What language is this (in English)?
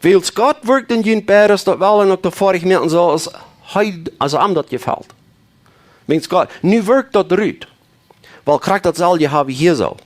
Plautdietsch